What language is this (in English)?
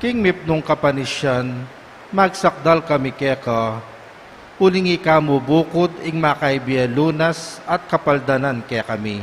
Pampanga